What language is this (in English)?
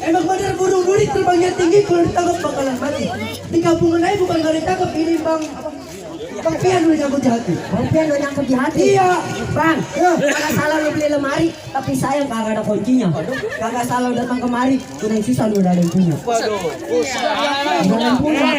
Betawi